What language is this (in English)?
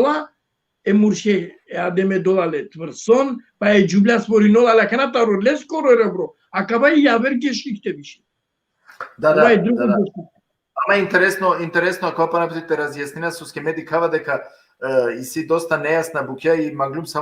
Balkan Romani